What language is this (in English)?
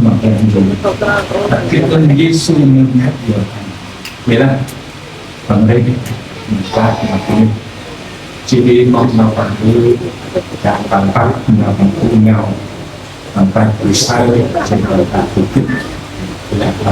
Central Mnong